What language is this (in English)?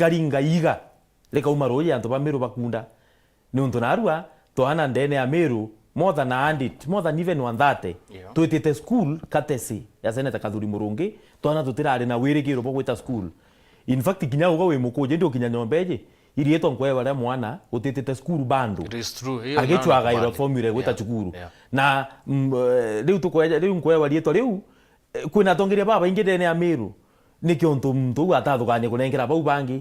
Meru